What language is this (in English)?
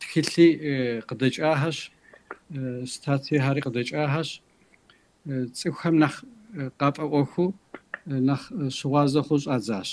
Kabardian